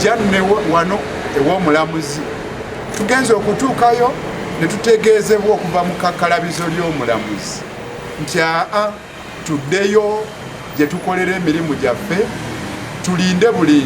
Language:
Ganda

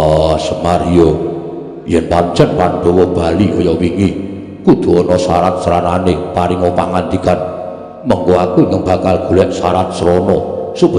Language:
Javanese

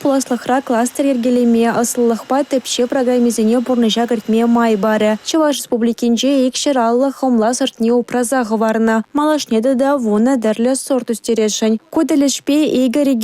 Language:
Chuvash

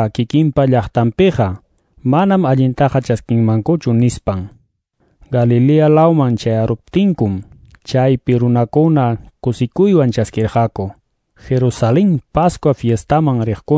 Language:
Quechua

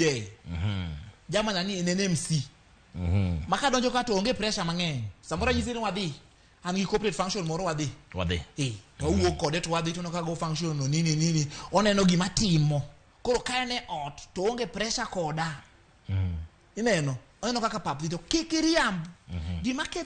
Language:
Luo (Kenya and Tanzania)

